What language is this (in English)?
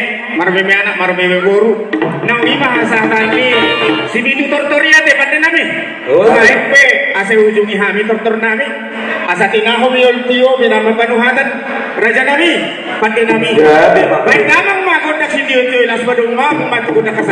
Batak Toba